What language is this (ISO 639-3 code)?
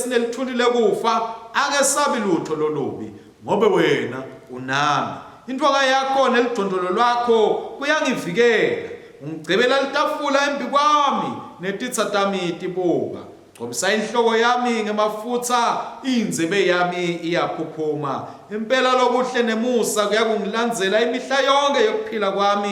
ssw